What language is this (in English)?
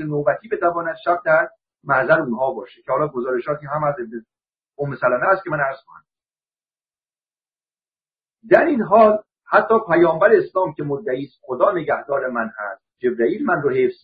Persian